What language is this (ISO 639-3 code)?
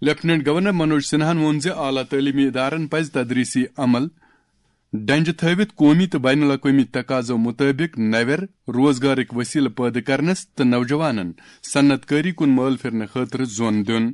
kas